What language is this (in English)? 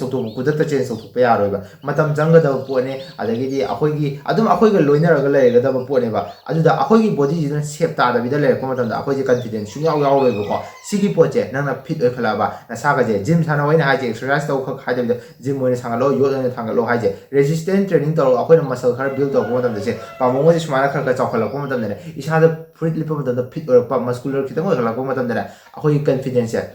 Manipuri